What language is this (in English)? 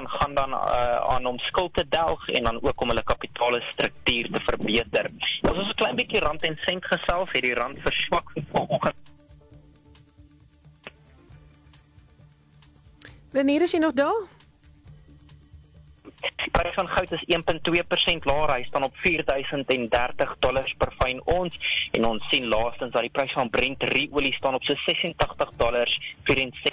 Afrikaans